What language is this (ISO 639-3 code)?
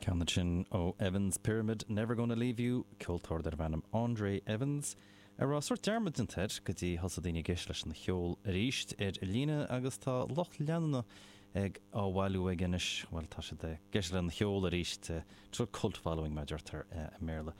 gle